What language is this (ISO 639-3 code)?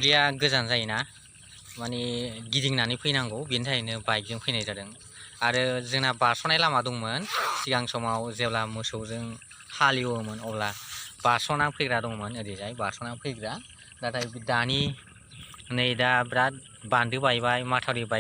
brx